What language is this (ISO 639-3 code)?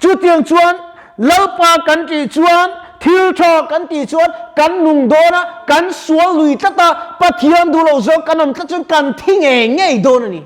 lus